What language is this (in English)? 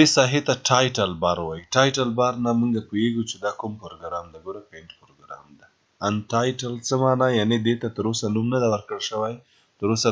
Pashto